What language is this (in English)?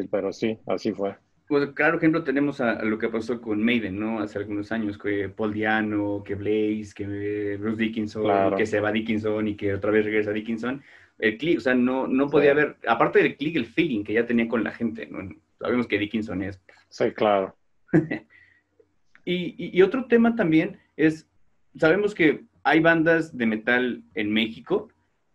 Spanish